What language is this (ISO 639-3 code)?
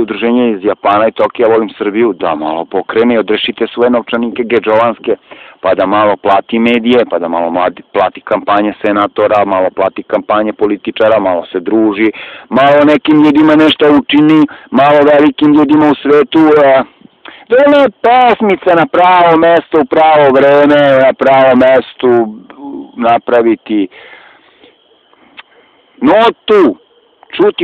srp